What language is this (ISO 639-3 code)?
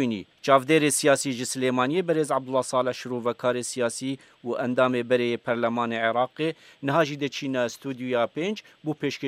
kur